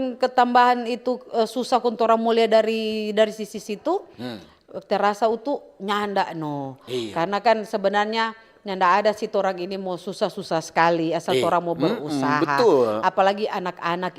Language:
Manado Malay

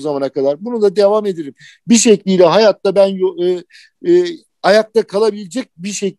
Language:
Turkish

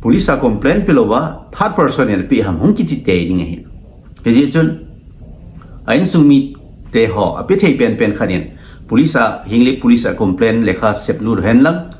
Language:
Thado Chin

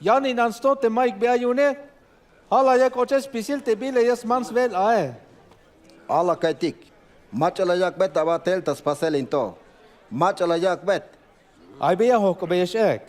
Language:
Tzeltal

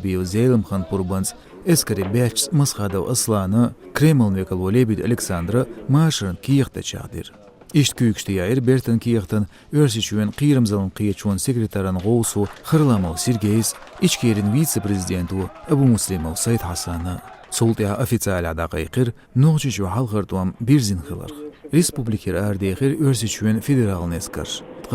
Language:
Chechen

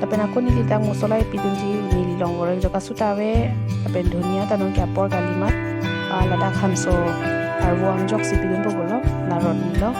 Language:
Karbi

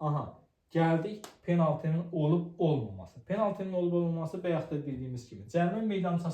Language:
Azerbaijani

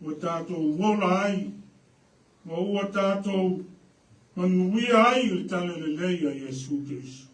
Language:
Samoan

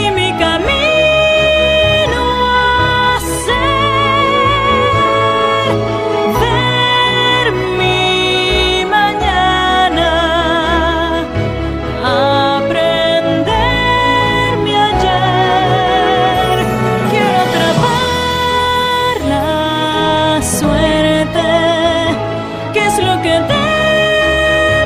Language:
Spanish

